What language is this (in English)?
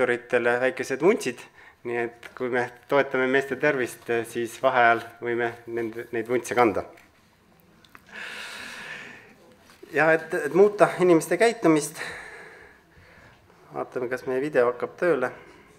Estonian